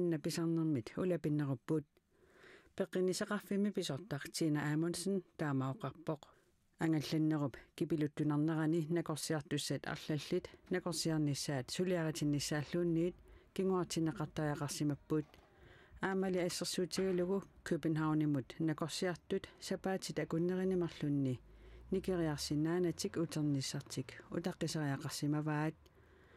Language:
Kalaallisut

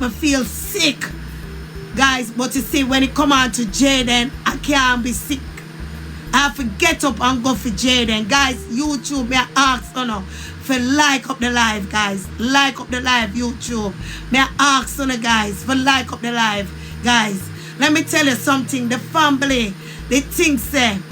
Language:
Jamaican Creole English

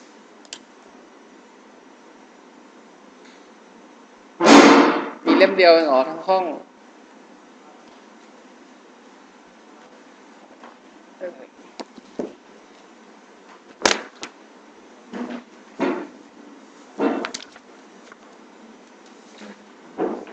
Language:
Thai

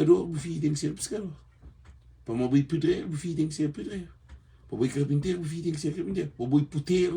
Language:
Kabuverdianu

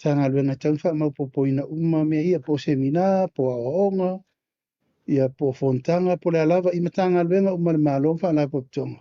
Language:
Samoan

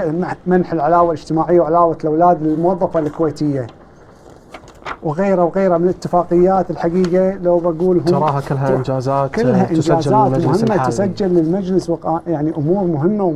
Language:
Gulf Arabic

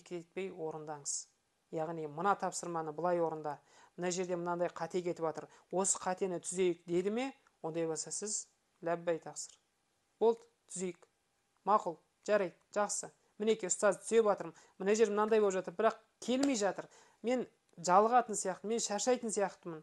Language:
Kazakh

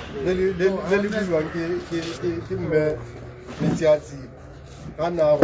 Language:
Tswana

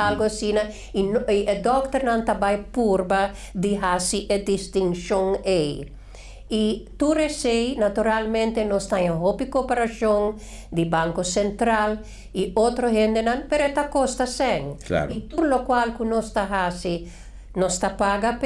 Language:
Papiamento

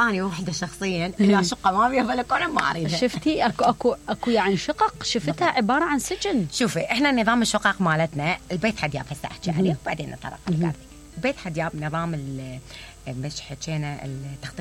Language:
Mesopotamian Arabic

